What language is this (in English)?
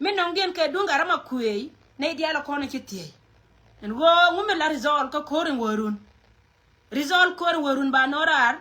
Nuer